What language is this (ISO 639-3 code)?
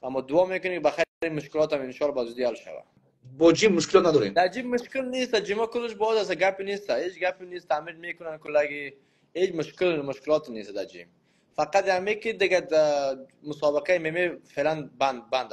fas